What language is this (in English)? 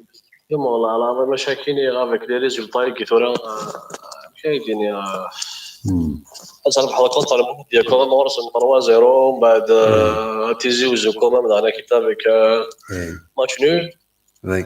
Kabyle